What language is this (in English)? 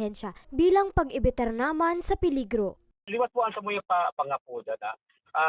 Bikol